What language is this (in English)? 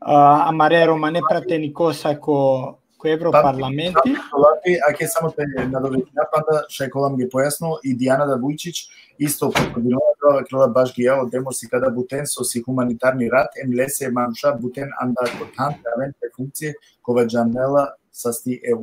Balkan Romani